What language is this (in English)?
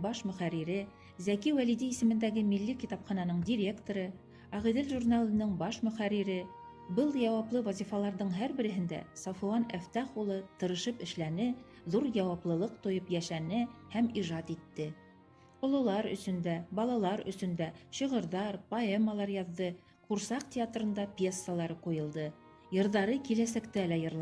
Bashkir